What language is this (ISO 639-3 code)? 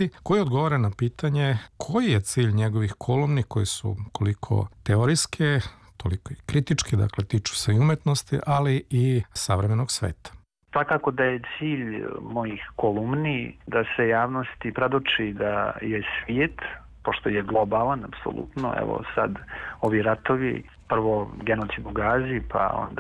srp